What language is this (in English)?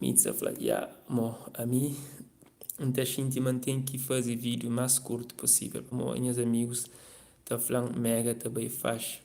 Kabuverdianu